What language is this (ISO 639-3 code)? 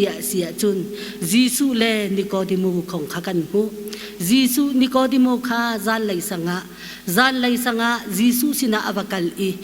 cnh